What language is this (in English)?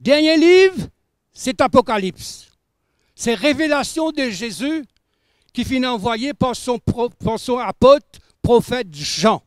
Morisyen